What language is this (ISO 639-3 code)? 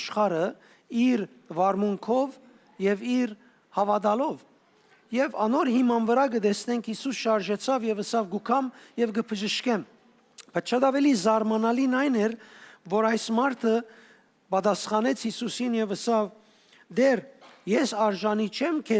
hyw